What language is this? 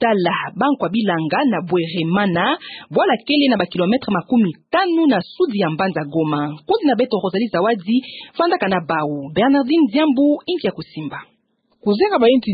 Kituba (Democratic Republic of Congo)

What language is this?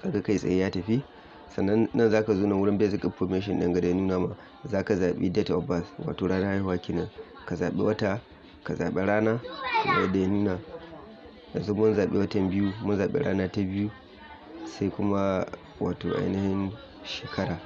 Hausa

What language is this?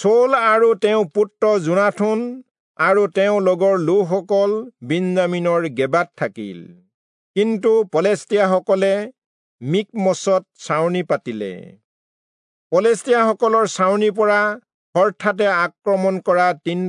Assamese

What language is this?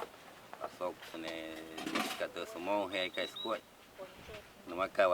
Wayuu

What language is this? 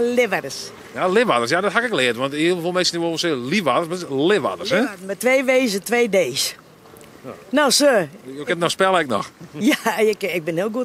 Western Frisian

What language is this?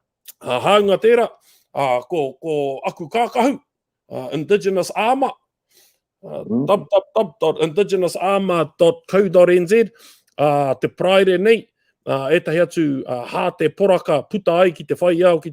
Māori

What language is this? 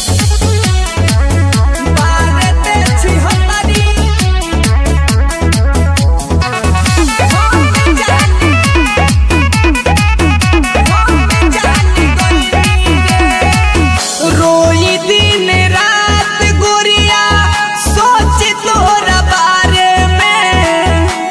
Bhojpuri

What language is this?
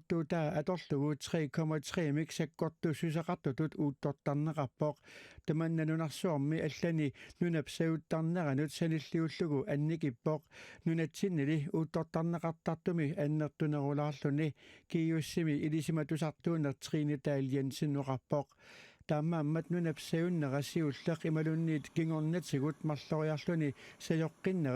Kalaallisut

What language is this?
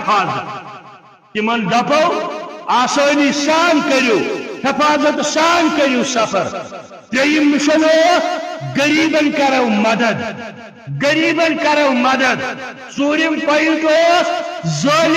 Kashmiri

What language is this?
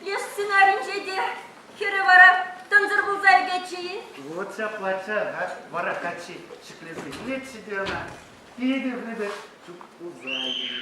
Chuvash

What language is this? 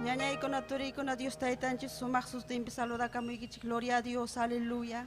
Ayacucho Quechua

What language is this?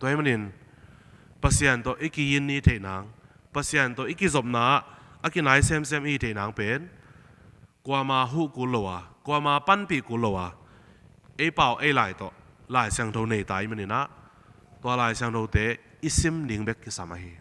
Tedim Chin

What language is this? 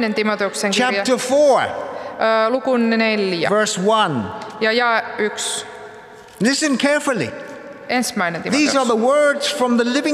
Finnish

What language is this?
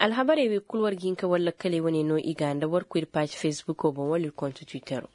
Koyraboro Senni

